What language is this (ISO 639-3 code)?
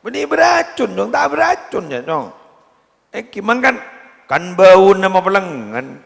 mad